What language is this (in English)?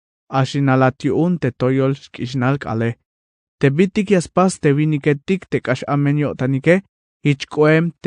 Tzeltal